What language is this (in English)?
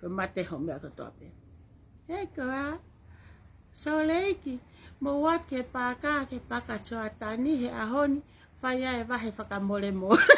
Tongan